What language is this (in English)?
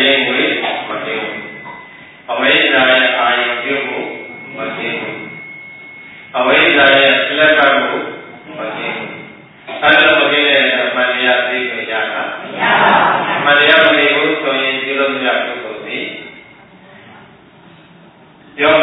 Burmese